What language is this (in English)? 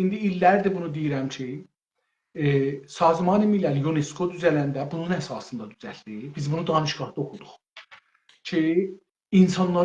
South Azerbaijani